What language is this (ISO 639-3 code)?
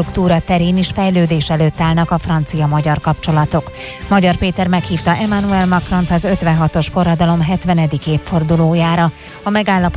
hun